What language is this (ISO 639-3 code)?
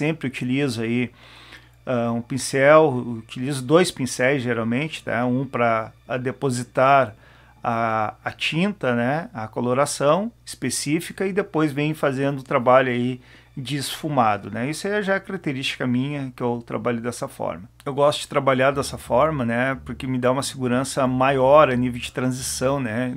por